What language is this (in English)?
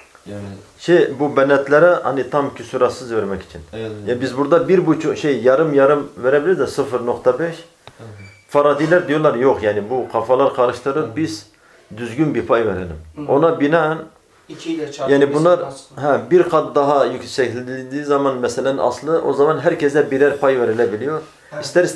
Turkish